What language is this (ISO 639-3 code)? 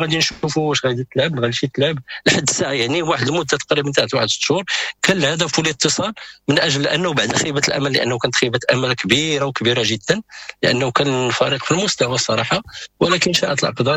ary